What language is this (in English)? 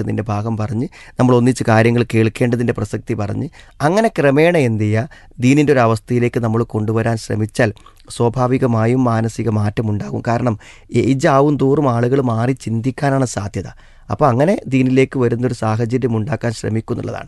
Malayalam